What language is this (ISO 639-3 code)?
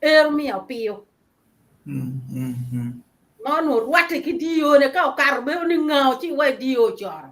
ach